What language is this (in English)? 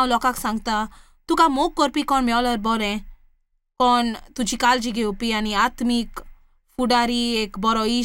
Konkani